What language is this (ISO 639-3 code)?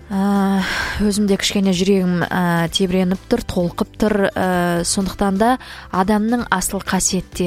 kaz